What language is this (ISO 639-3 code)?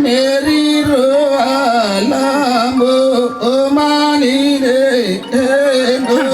mjw